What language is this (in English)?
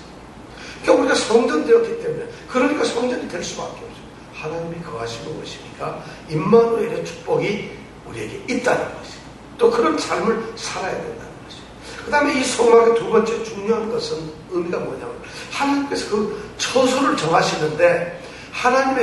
Korean